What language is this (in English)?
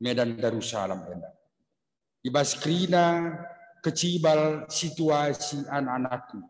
Batak Karo